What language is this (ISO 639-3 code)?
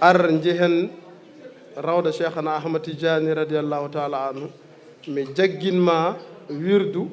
ful